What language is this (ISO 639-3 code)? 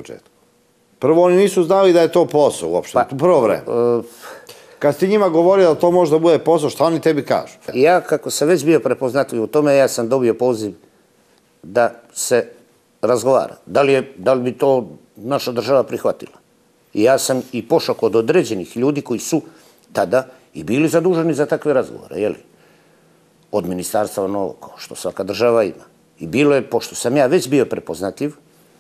srp